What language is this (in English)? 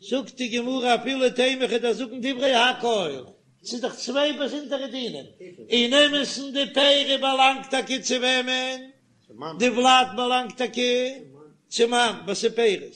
Yiddish